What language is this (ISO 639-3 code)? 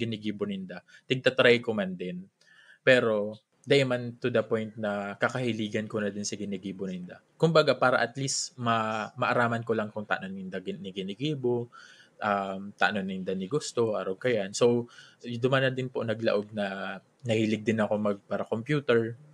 bik